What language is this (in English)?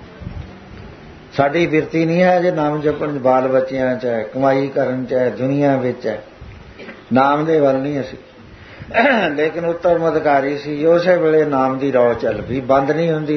Punjabi